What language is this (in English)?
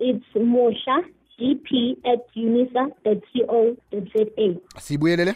South Ndebele